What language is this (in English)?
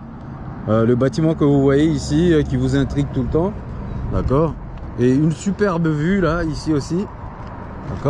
French